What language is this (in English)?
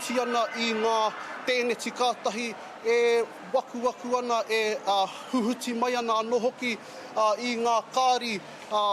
Māori